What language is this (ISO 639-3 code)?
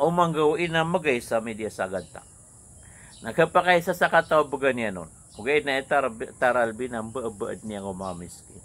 mrw